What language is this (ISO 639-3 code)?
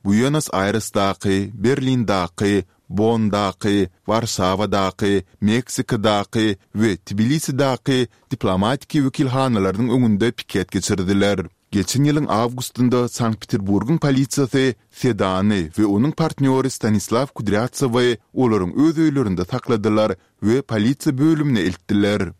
tuk